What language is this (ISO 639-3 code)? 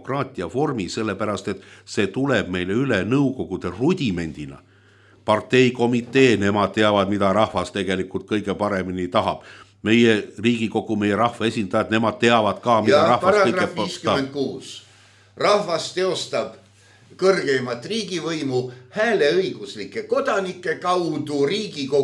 est